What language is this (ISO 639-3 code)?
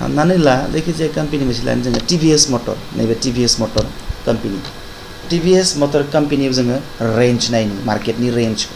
brx